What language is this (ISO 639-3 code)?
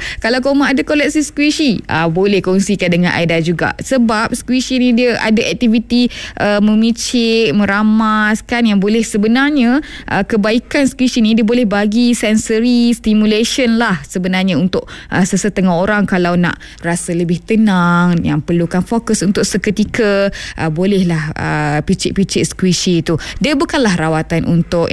msa